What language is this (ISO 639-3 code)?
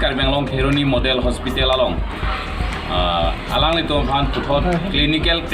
mjw